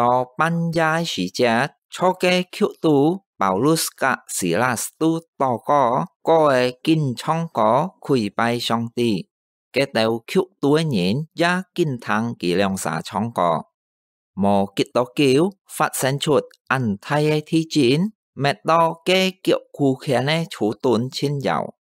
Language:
Hakka Chinese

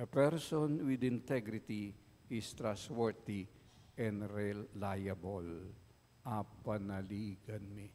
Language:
Pampanga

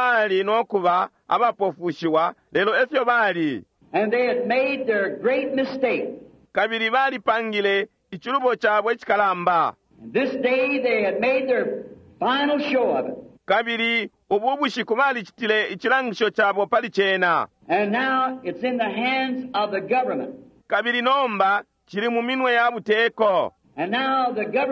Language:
Bemba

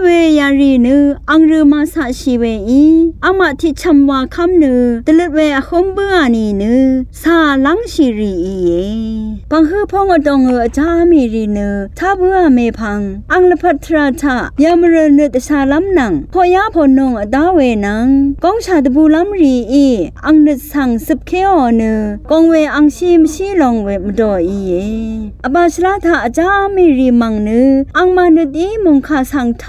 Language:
Rawang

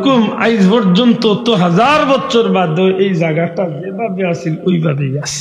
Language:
Sylheti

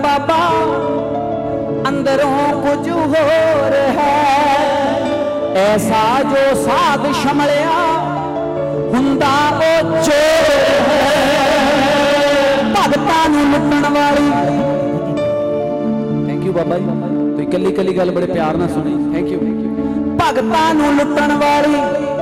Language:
Punjabi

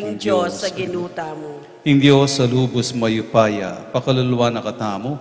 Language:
Pampanga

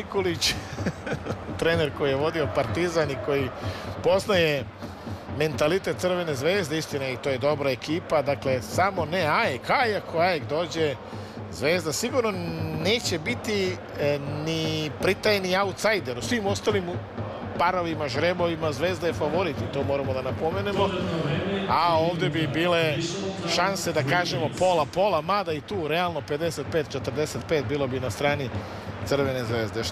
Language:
Serbian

